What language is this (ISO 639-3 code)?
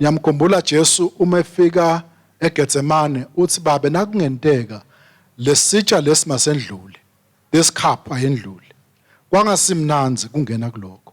ssw